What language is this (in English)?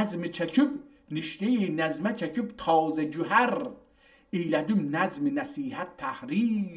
South Azerbaijani